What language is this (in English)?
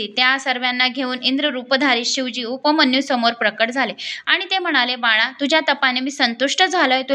Marathi